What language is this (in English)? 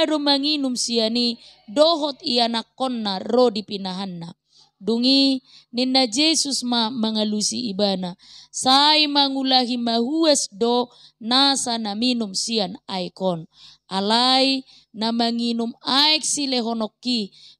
Batak Toba